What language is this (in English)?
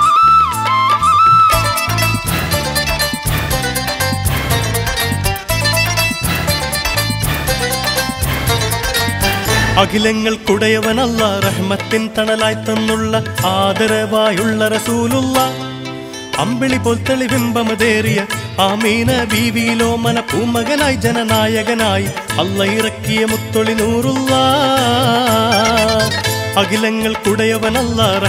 Malayalam